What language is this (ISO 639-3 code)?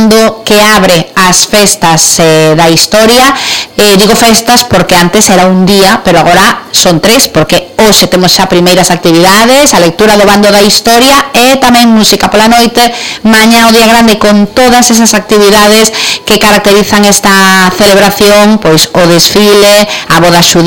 glg